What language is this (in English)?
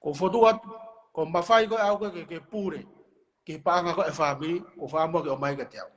Tongan